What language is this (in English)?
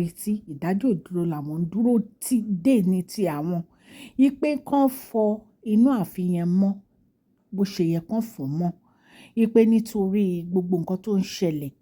Yoruba